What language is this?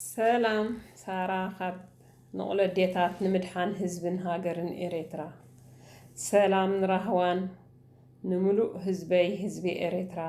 Tigrinya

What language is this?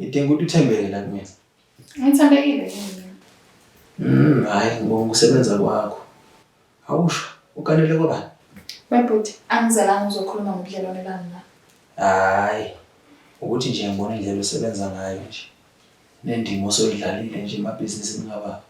Zulu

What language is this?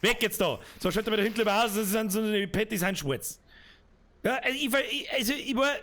Bavarian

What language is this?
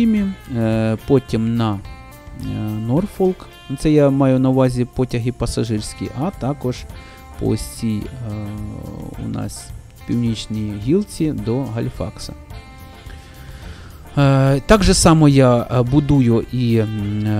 Ukrainian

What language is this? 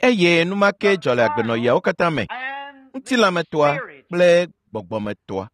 Ewe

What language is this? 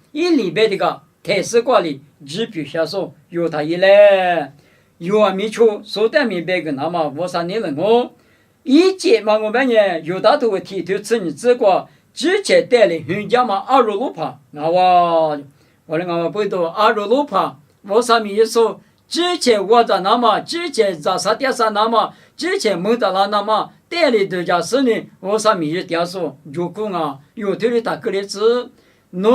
Lisu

